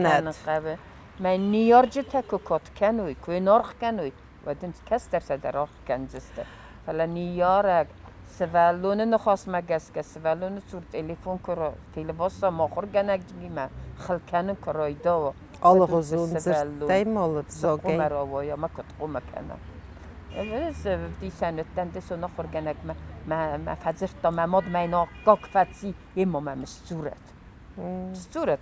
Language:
Ossetic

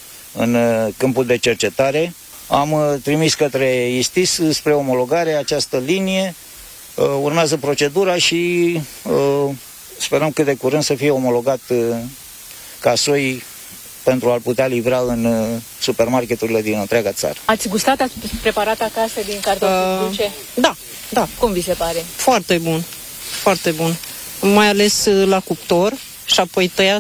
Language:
Romanian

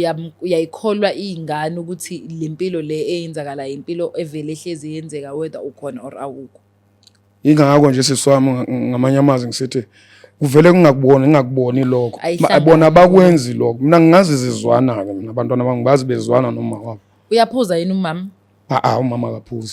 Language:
Zulu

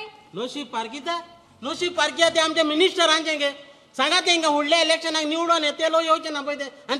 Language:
Konkani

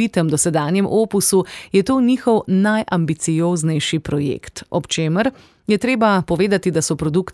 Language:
Slovenian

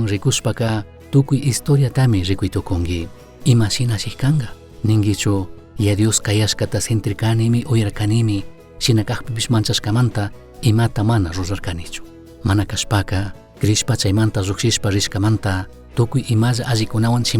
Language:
Chimborazo Highland Quichua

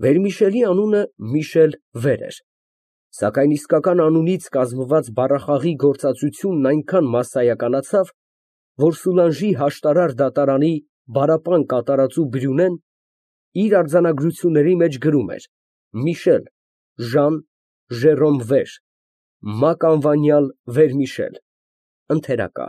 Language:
Armenian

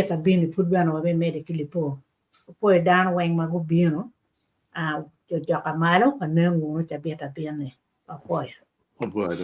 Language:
Acoli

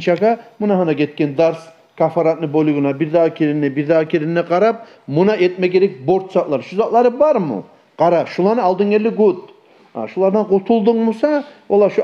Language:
Kumyk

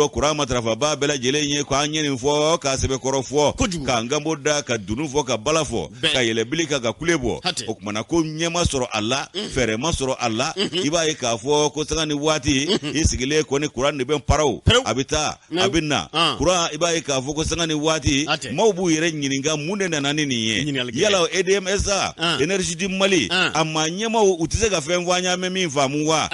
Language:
Bambara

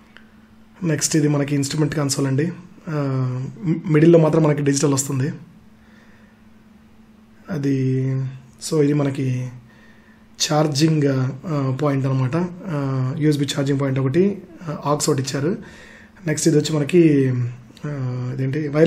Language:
Telugu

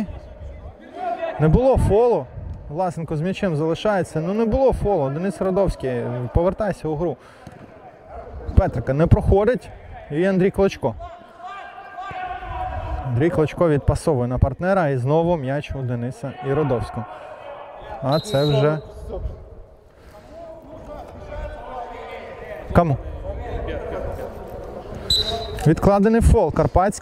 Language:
Ukrainian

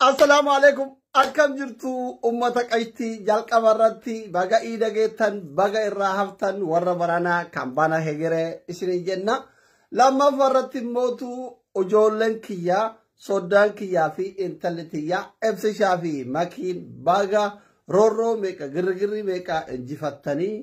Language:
Oromo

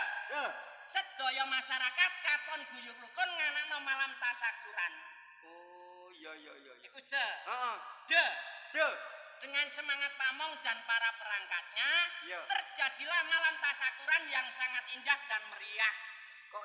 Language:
Javanese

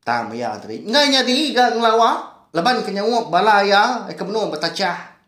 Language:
Iban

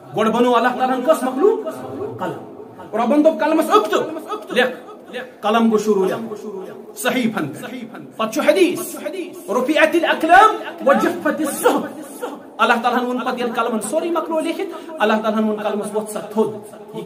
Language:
Kashmiri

